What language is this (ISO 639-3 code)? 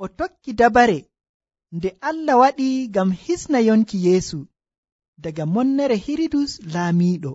fuv